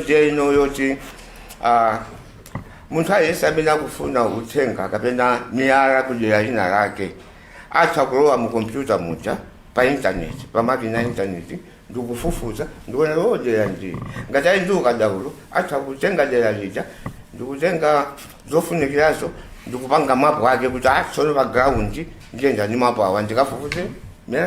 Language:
Nyanja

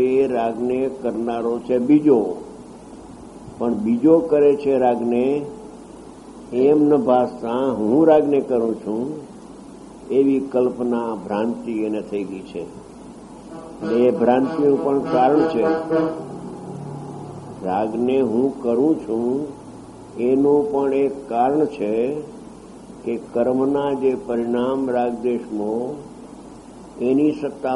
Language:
Gujarati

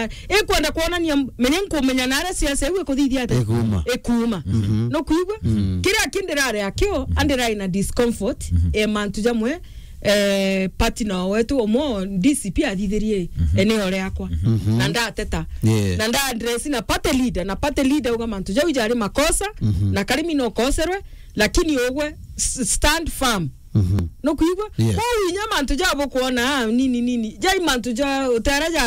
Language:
Meru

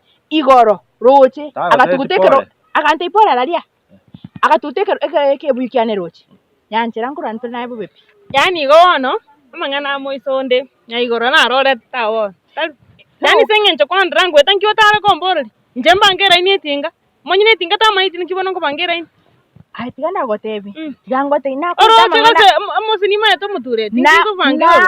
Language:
Gusii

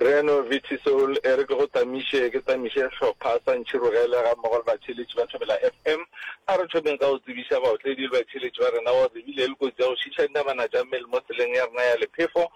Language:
Northern Sotho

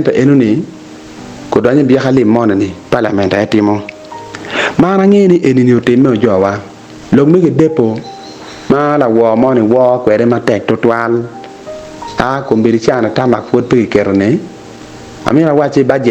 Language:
Acoli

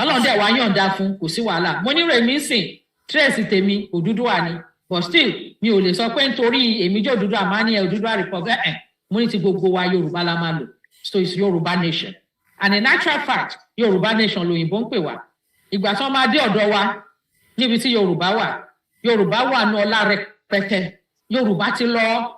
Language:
Yoruba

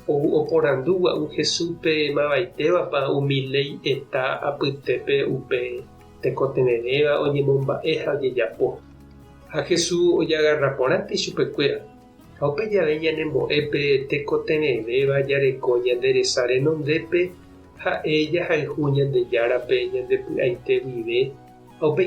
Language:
Guarani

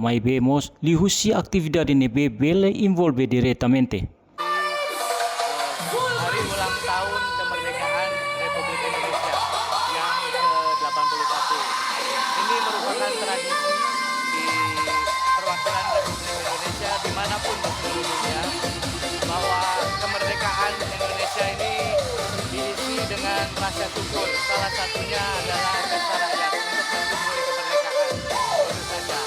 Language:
Tetum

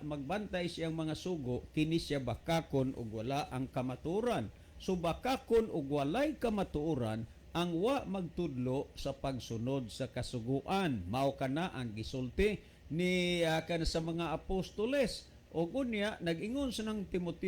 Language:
Cebuano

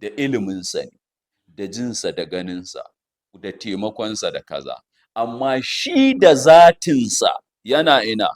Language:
Hausa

